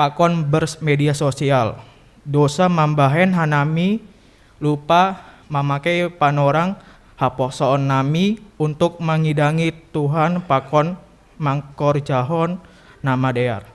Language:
Batak Simalungun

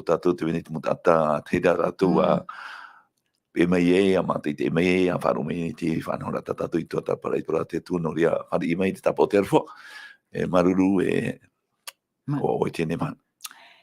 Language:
Tahitian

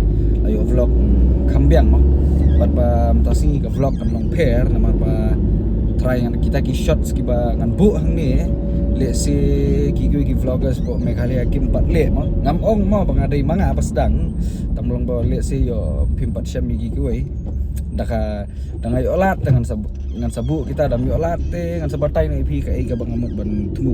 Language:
Khasi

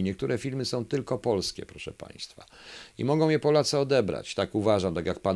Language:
Polish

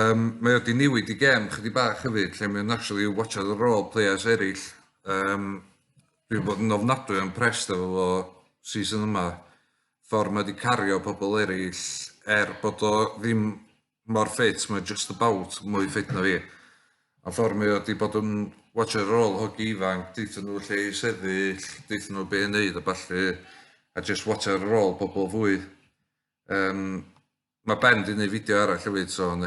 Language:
Welsh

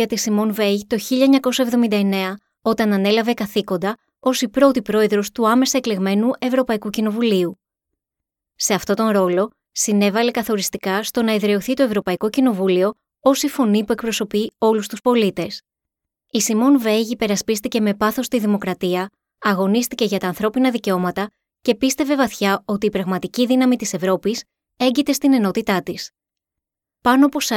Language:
Greek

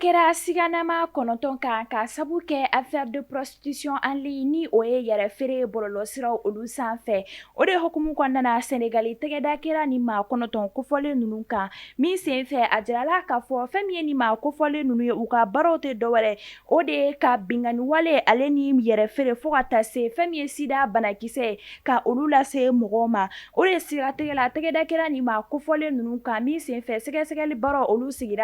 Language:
Bambara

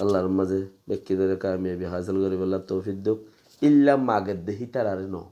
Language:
Rohingya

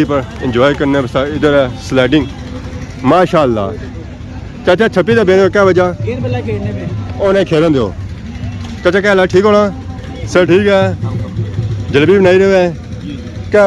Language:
Pahari-Potwari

